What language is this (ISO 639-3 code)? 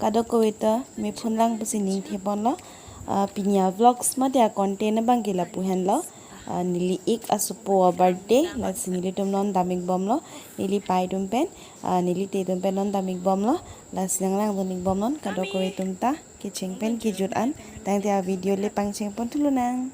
mjw